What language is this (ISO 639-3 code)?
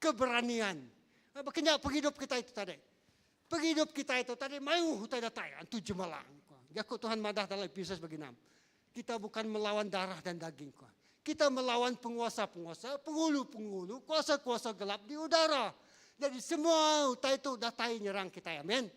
iba